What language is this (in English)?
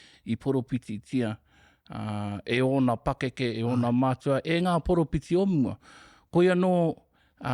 Māori